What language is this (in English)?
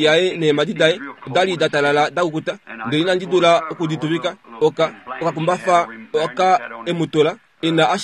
Kuanyama